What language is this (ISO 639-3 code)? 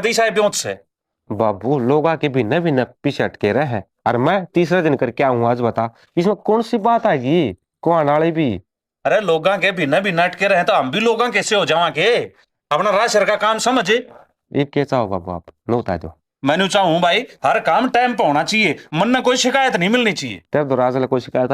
bgc